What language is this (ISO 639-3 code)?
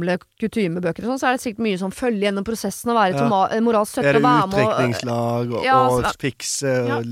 nor